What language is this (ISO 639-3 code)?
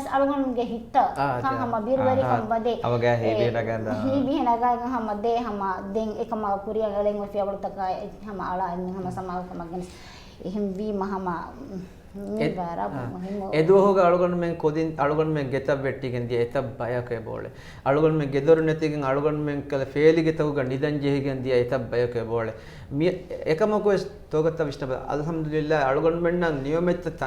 div